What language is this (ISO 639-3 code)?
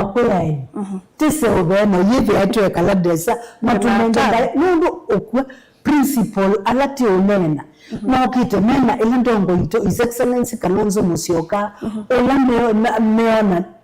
kam